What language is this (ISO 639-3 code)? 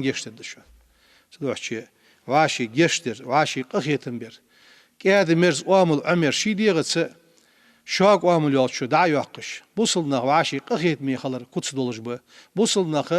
inh